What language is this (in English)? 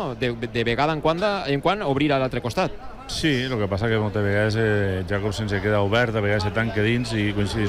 Catalan